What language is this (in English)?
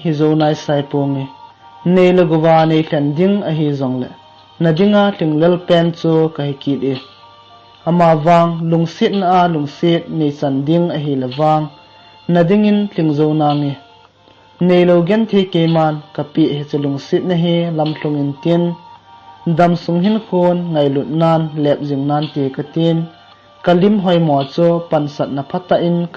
Thado Chin